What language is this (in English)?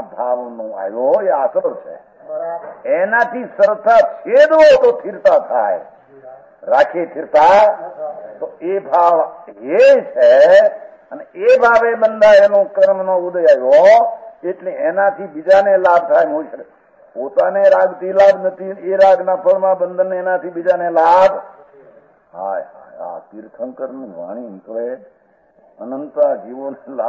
Gujarati